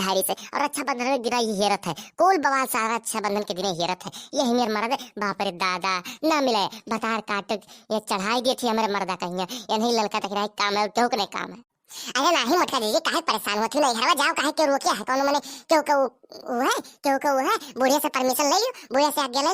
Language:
Awadhi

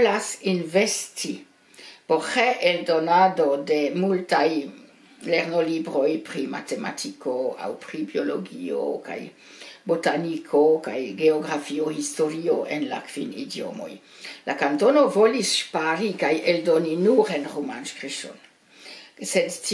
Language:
Esperanto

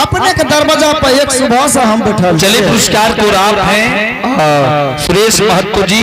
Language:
Angika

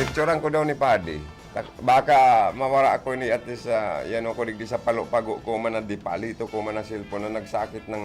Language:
Bikol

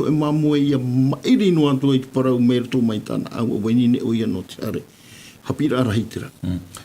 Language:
Tahitian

